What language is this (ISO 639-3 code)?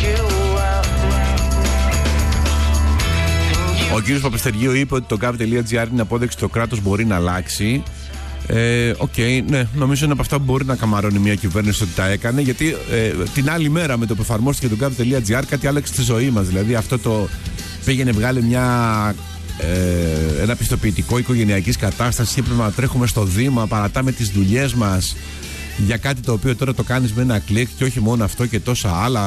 ell